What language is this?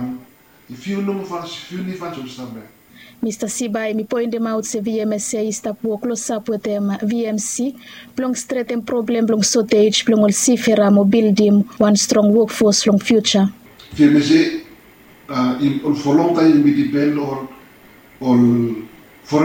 Bislama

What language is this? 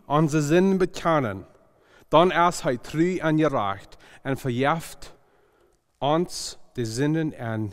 Plautdietsch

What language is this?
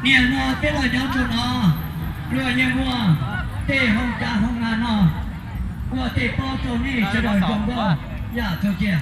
Hmong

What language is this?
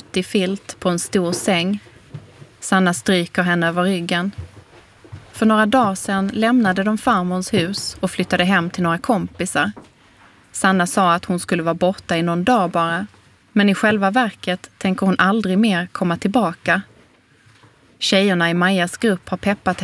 Swedish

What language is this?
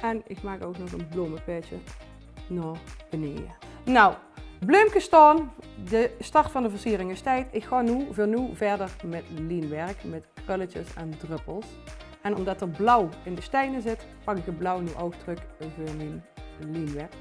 Limburgish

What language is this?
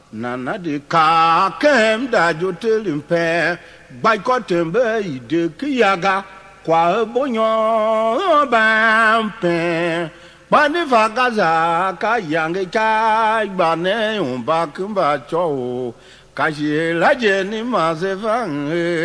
Tiv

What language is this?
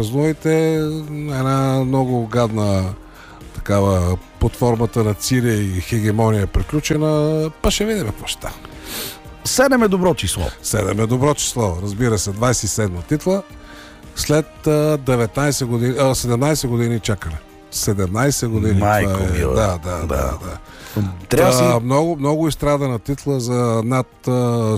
Bulgarian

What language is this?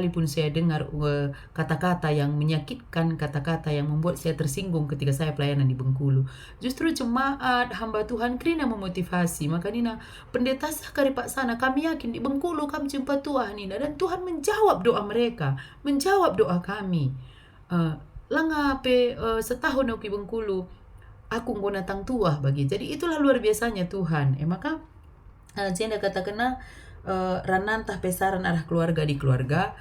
Batak Karo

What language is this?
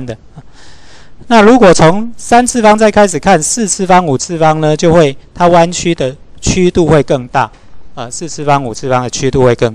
Chinese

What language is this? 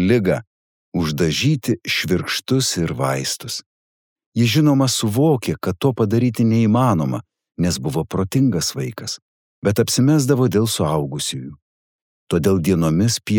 Lithuanian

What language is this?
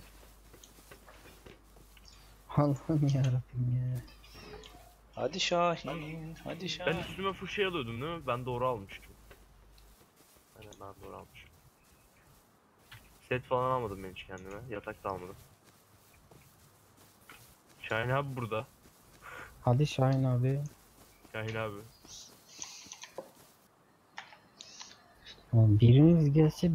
Turkish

